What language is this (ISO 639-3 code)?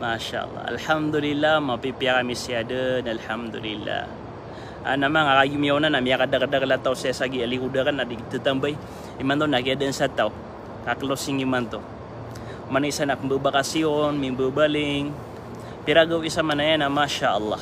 mrw